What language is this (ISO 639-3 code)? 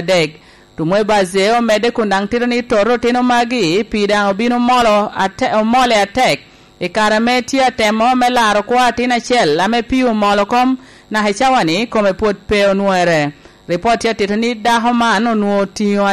laj